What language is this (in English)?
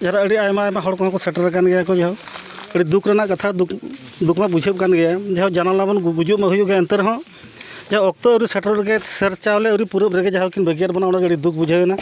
Santali